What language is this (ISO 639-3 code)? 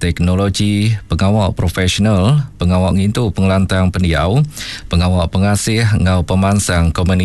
iba